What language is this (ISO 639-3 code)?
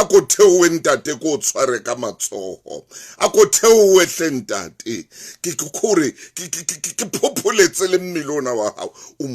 sot